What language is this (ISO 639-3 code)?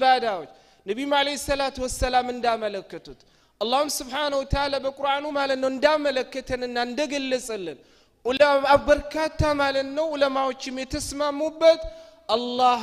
amh